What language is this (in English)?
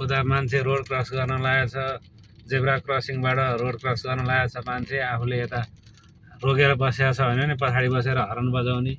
Nepali